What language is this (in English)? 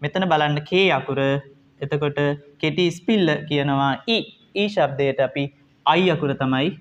Sinhala